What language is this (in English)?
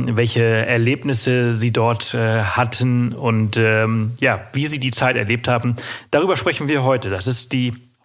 German